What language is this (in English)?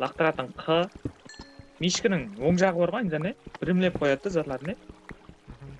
Kara-Kalpak